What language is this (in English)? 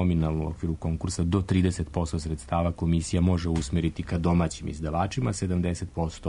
Serbian